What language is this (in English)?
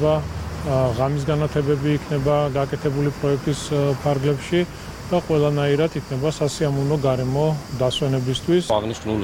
Georgian